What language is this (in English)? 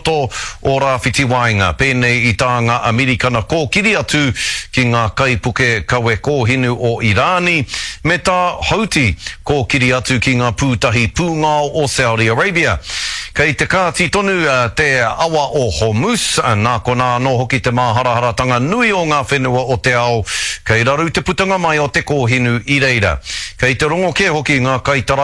Māori